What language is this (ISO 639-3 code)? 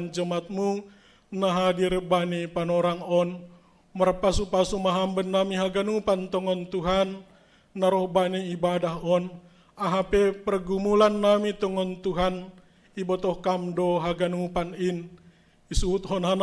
bts